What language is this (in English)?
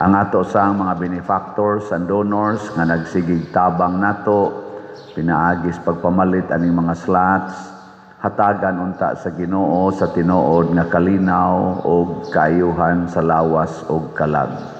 Cebuano